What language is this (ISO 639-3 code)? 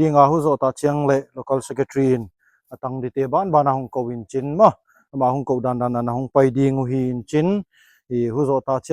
ctd